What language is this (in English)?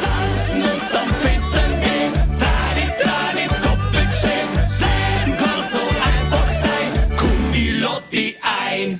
Bavarian